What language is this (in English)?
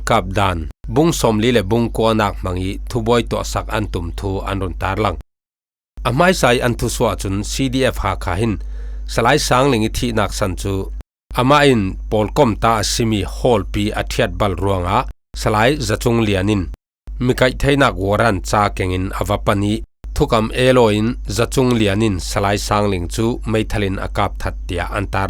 Falam Chin